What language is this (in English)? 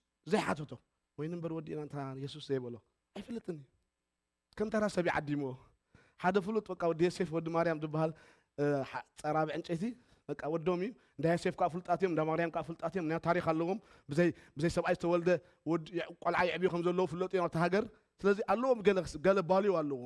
Tigrinya